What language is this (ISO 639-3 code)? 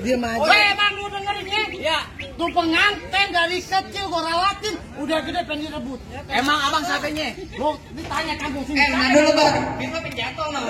bew